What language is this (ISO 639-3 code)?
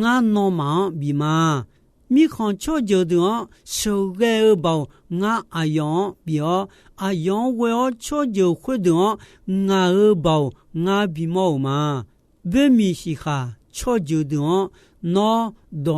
ahk